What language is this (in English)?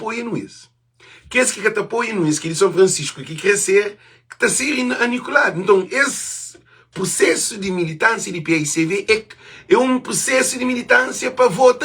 Kabuverdianu